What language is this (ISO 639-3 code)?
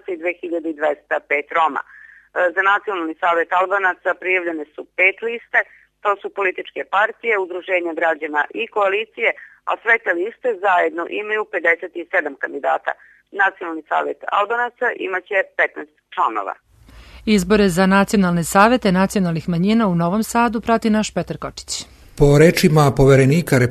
srp